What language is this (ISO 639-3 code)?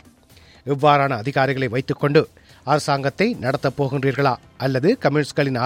tam